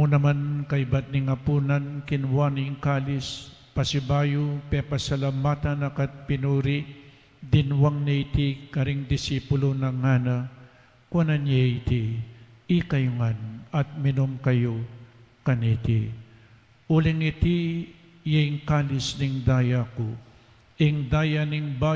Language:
Pampanga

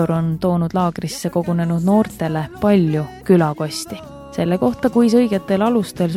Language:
Estonian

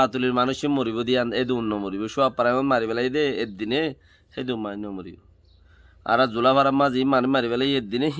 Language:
Rohingya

